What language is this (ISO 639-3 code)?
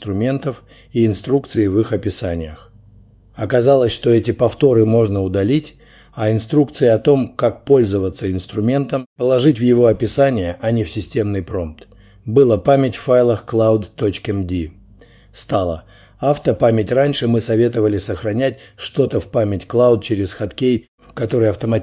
rus